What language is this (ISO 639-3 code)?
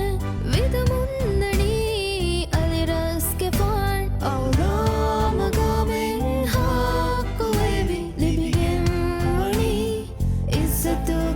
div